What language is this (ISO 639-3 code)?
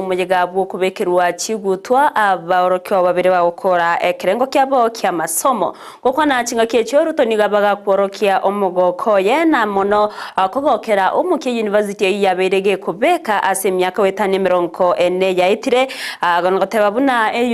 guz